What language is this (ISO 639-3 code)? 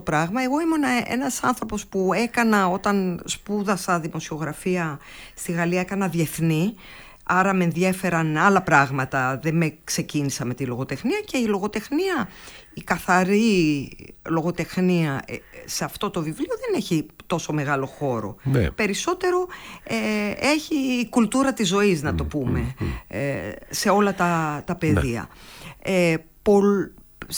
ell